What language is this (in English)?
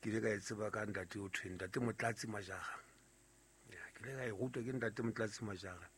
Southern Sotho